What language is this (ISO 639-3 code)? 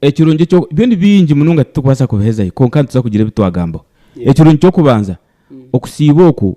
nyn